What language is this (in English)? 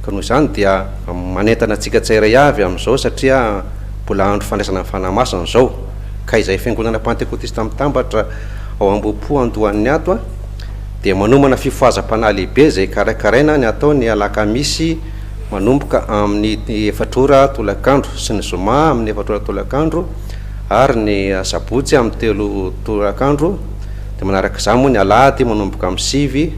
Malagasy